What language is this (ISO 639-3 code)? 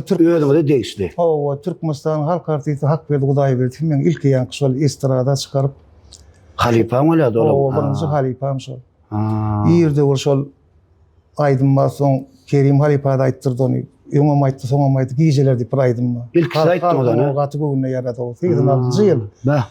tuk